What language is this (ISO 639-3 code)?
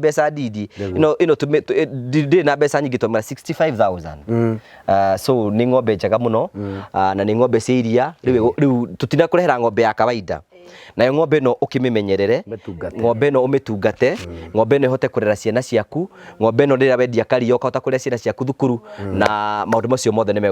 kik